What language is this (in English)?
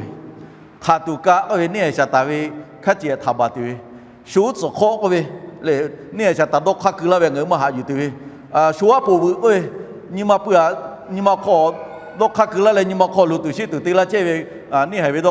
Lahu